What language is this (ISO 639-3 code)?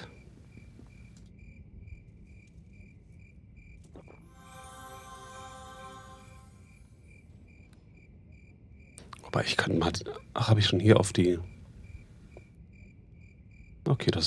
deu